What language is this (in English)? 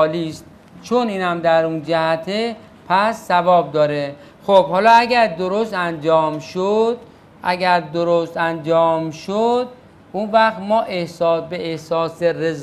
Persian